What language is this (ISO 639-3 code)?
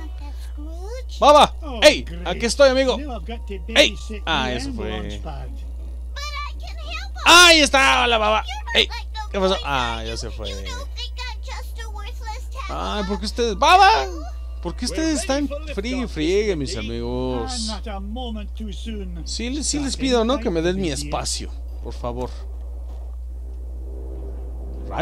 spa